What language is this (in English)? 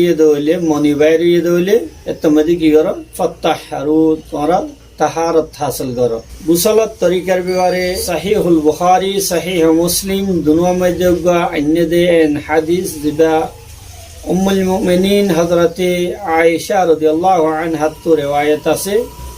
Rohingya